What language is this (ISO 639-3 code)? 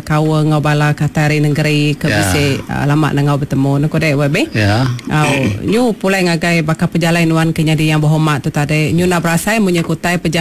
iba